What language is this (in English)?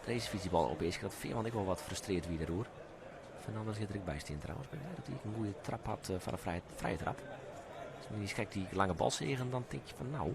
Western Frisian